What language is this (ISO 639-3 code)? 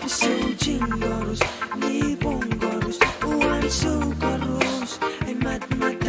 pon